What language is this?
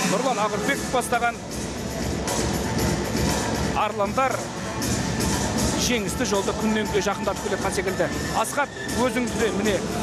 Kazakh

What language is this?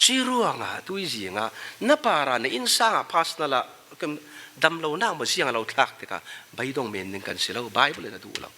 Falam Chin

